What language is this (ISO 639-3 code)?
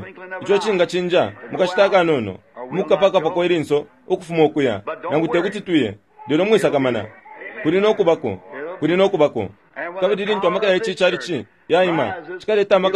bem